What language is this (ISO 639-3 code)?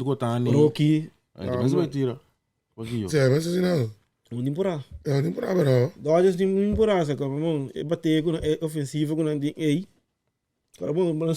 pap